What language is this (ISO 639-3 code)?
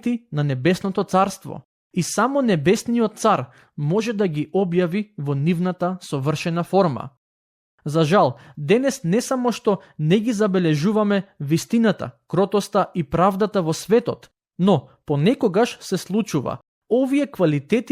mkd